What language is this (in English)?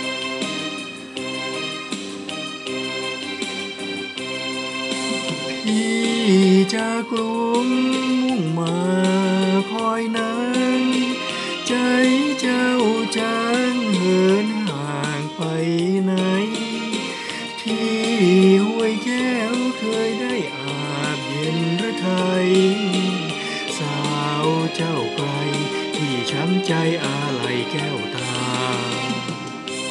Thai